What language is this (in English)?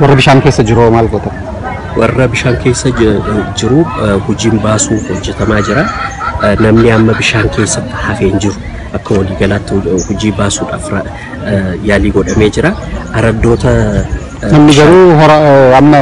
Oromo